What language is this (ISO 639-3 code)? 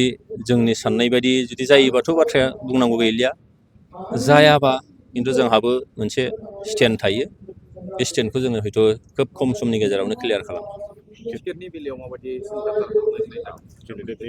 brx